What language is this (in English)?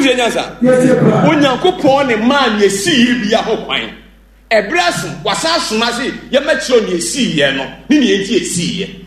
Akan